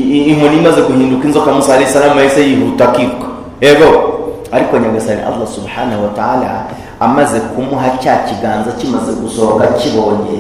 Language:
Kinyarwanda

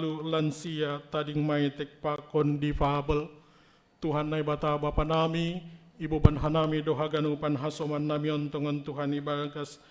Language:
Batak Simalungun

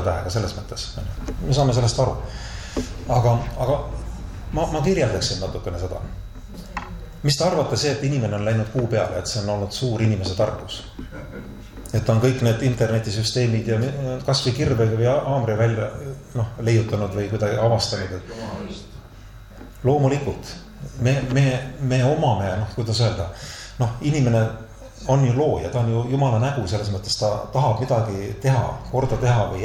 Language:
Estonian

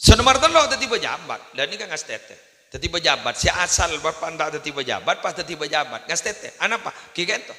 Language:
Madurese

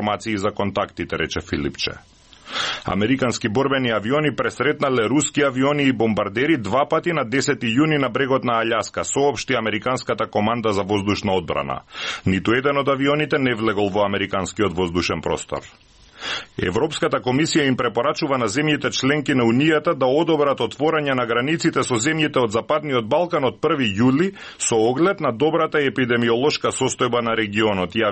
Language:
Macedonian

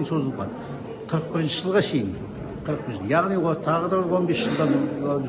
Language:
Kazakh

